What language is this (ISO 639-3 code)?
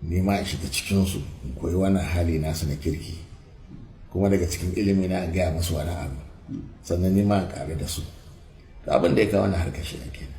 hau